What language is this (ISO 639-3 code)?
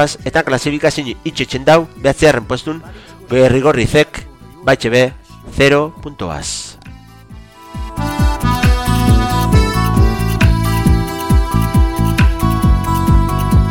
eus